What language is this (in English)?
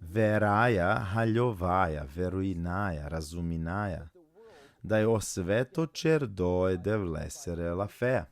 Balkan Romani